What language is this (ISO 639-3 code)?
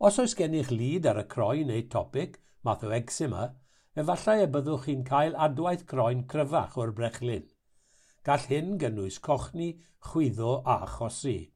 cym